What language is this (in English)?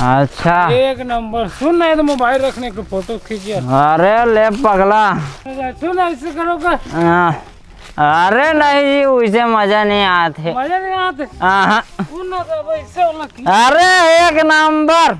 Chhattisgarhi